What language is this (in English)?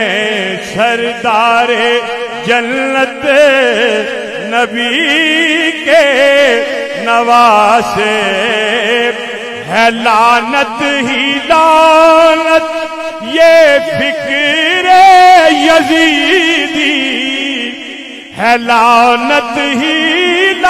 Urdu